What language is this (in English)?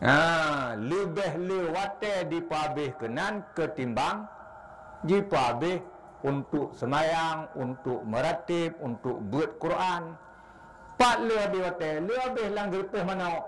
Achinese